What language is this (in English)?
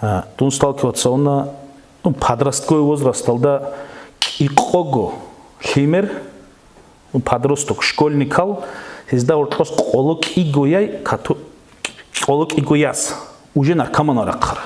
Avaric